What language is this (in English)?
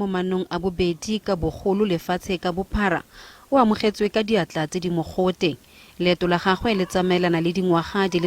Tswana